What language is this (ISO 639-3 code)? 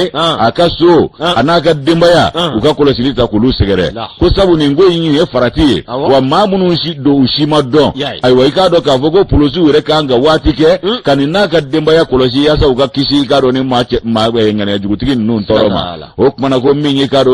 bam